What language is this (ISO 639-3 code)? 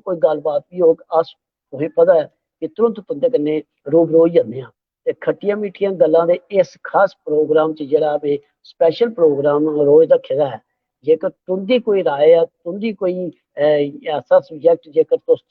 doi